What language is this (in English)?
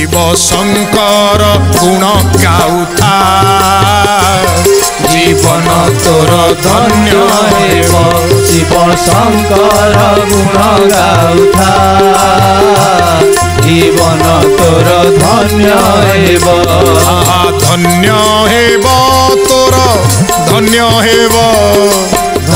Odia